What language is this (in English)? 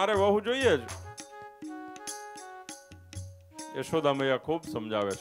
Gujarati